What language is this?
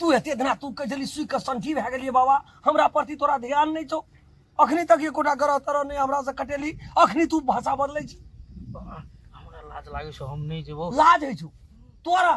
Maithili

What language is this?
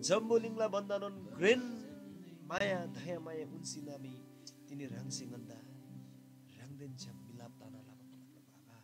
Eastern Tamang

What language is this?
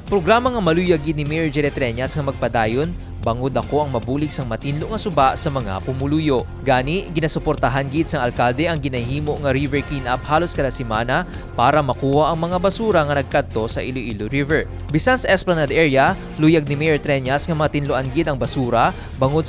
Hiligaynon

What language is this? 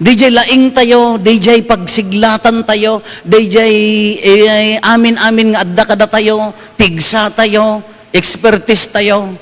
Iloko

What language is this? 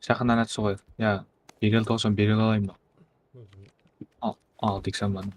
Kara-Kalpak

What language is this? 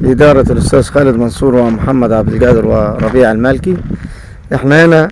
Egyptian Arabic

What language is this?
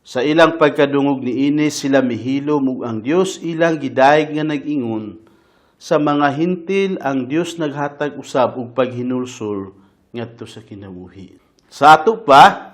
Cebuano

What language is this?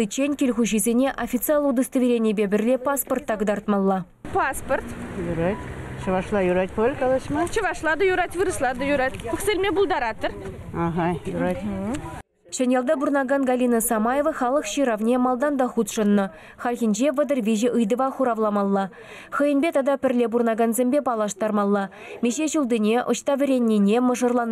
Chuvash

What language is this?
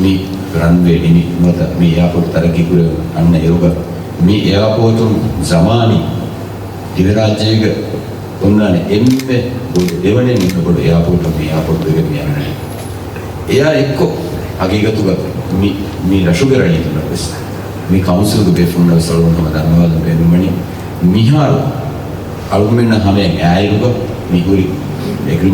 Divehi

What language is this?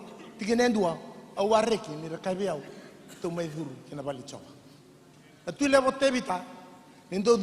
Fijian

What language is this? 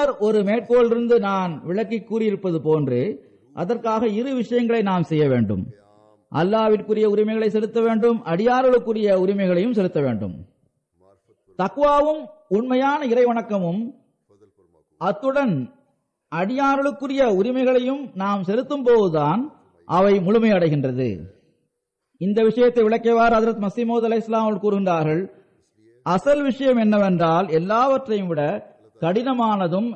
Tamil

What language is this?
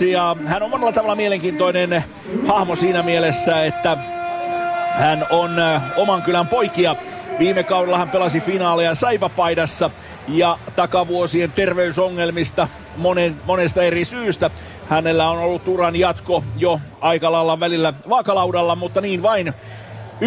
Finnish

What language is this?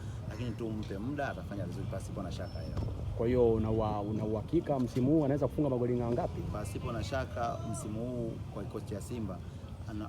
Swahili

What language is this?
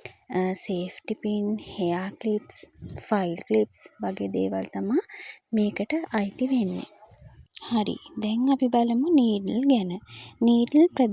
Sinhala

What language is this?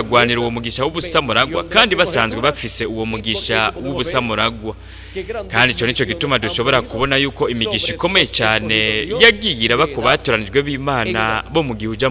Rundi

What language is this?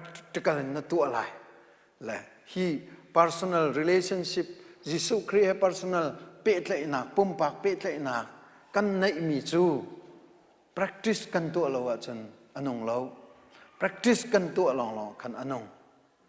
Hakha Chin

